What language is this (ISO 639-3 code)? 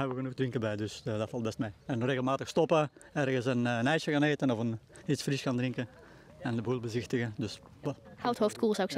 fry